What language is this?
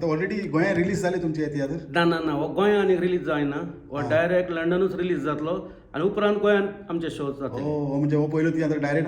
Konkani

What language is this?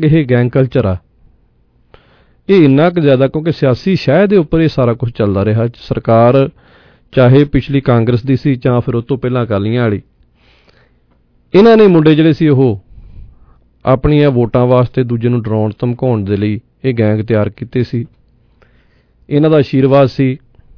Punjabi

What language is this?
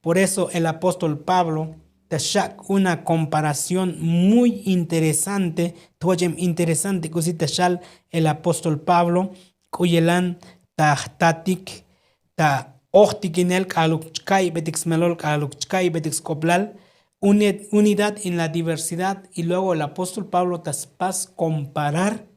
Tzotzil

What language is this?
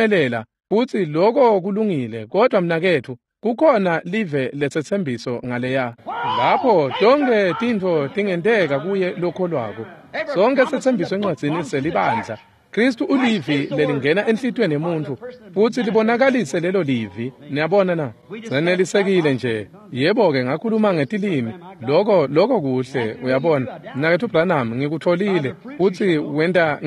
Swati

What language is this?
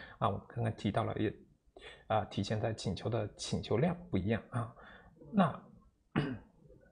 Chinese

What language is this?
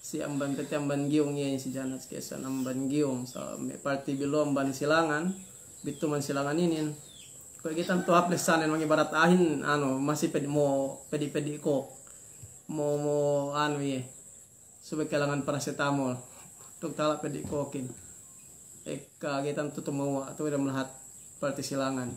Yakan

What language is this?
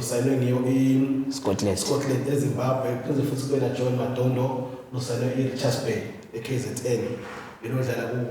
Swati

